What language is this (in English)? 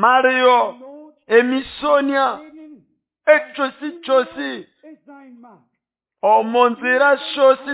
Nande